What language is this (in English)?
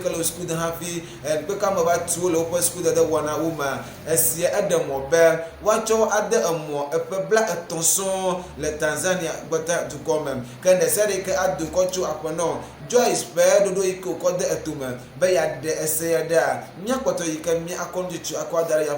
Ewe